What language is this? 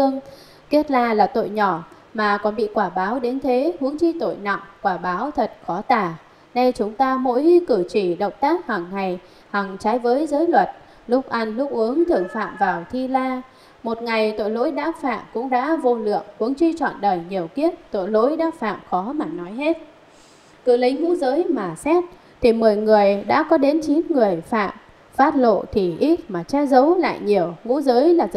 Vietnamese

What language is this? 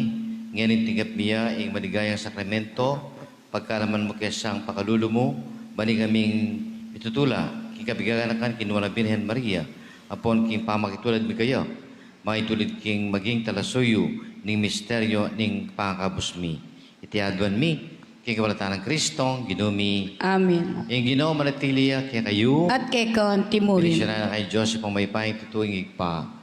Pampanga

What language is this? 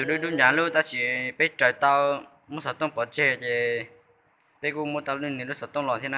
Hmong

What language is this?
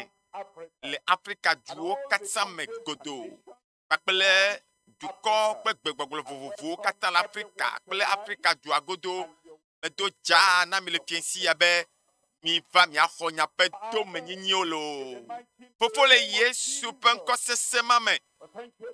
Ewe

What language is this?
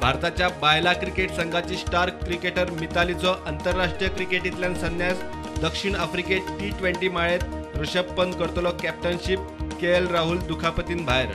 Konkani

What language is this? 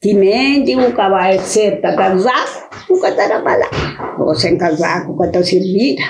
Kabuverdianu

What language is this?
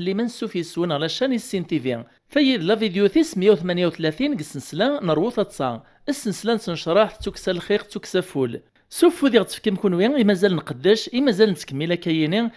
Kabyle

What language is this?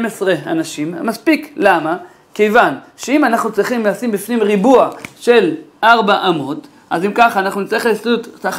Hebrew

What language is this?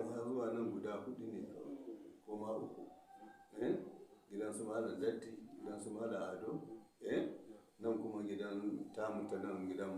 Hausa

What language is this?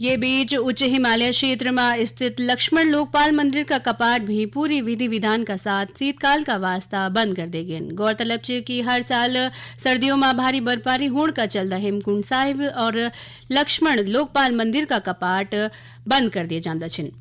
Garhwali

